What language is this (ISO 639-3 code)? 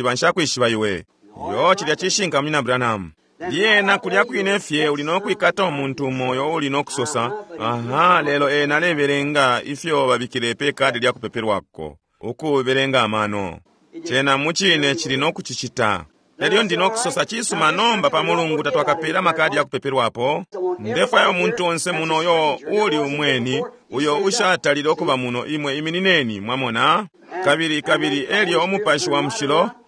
bem